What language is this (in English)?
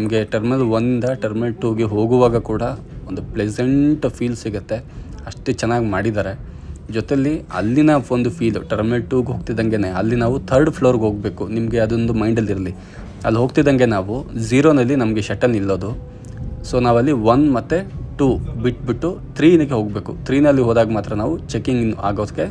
Kannada